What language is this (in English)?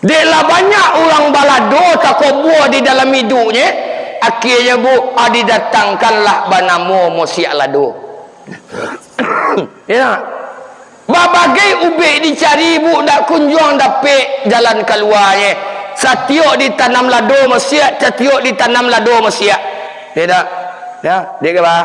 Minangkabau